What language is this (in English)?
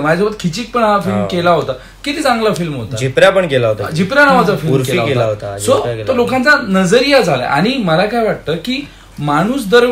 Marathi